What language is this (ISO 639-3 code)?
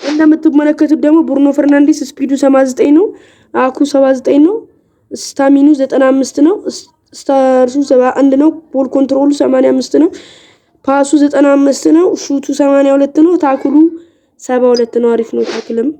amh